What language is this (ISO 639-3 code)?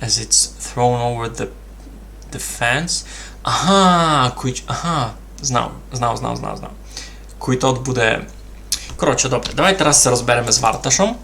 rue